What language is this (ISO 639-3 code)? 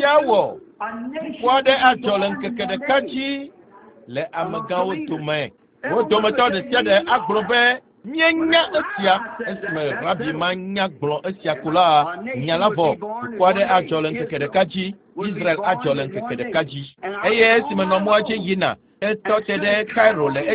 ewe